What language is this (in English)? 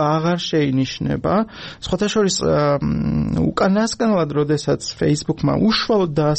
Georgian